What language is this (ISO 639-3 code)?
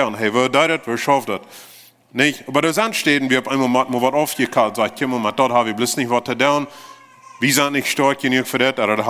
pdt